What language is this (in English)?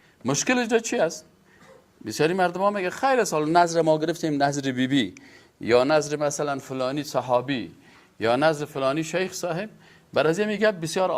Persian